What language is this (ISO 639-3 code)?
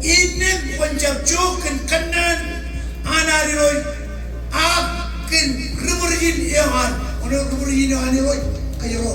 mah